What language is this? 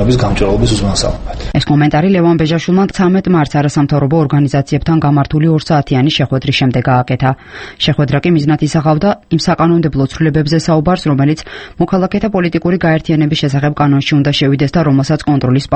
Georgian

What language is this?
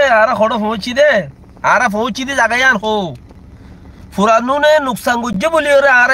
Rohingya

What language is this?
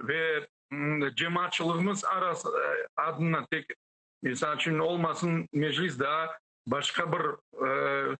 Crimean Tatar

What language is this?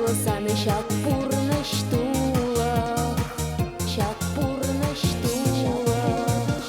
Chuvash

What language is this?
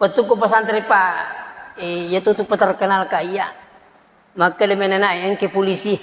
Buginese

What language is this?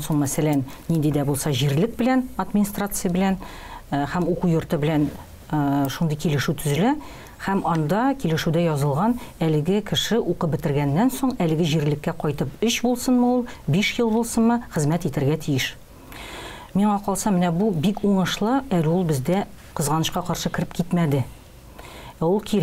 Tatar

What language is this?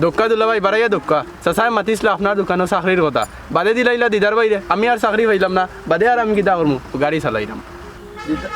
Sylheti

